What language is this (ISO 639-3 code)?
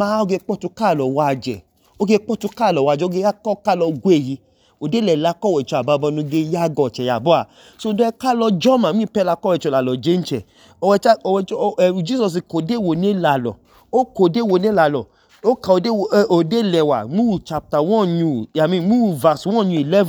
idu